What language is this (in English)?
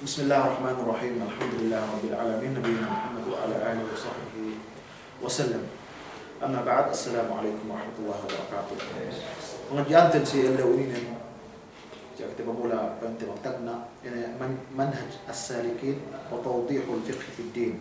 Yakan